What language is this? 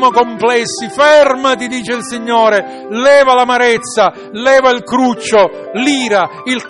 Italian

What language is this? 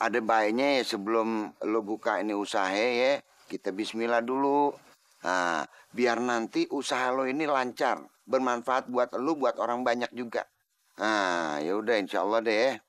Betawi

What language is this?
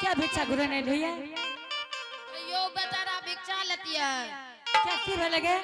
Angika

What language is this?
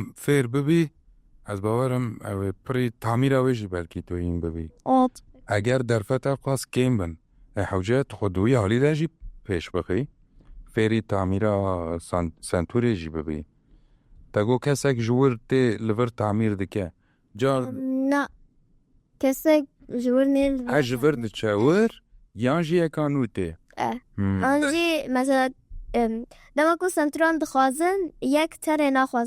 Kurdish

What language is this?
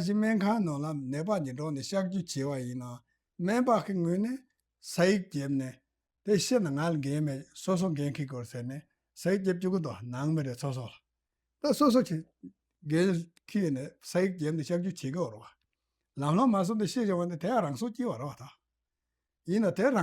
Tibetan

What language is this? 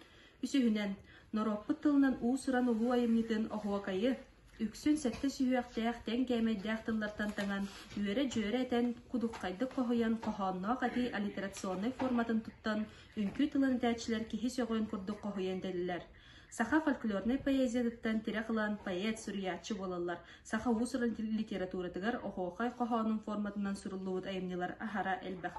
Yakut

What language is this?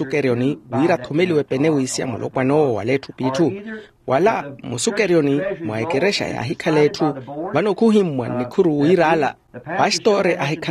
Makhuwa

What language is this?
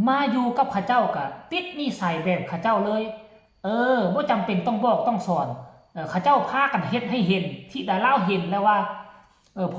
Lao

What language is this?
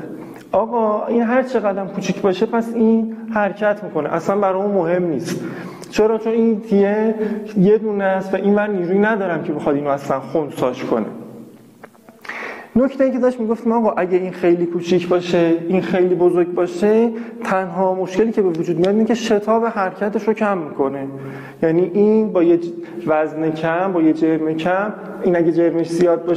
Persian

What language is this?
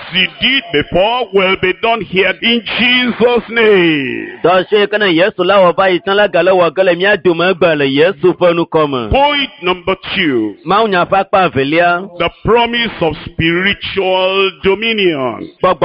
Ewe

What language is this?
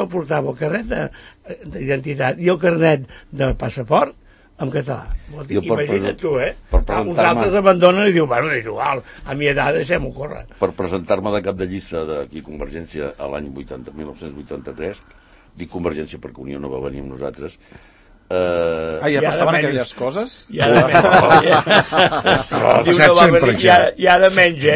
Catalan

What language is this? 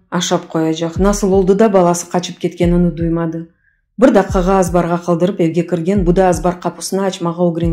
Crimean Tatar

